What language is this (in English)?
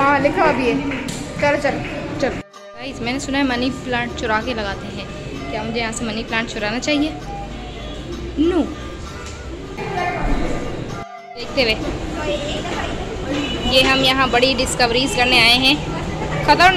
Hindi